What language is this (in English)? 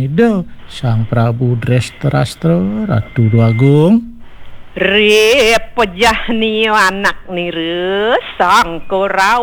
Balinese